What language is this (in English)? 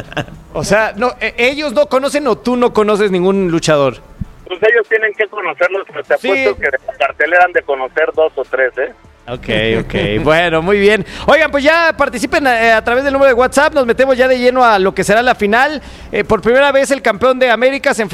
Spanish